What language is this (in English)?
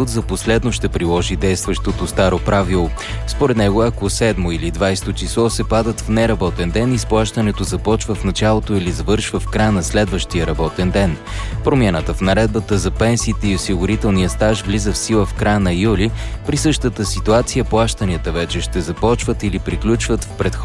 Bulgarian